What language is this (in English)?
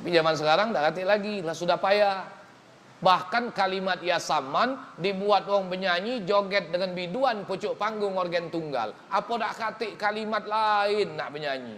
Musi